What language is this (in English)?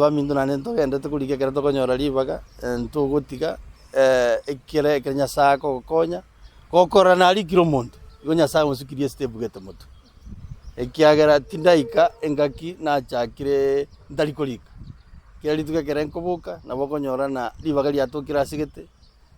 Gusii